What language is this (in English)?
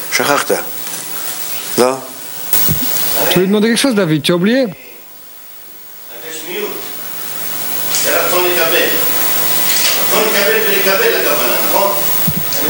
French